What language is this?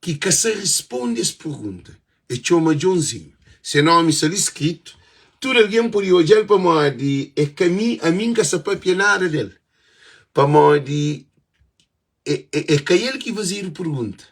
Kabuverdianu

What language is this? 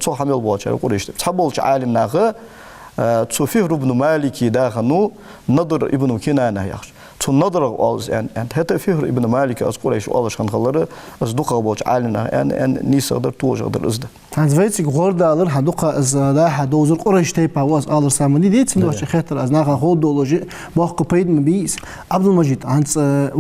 Ingush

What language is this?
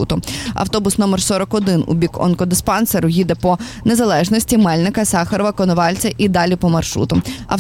Ukrainian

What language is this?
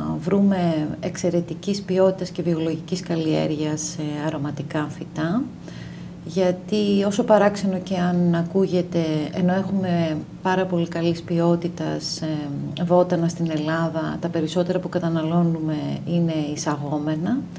Greek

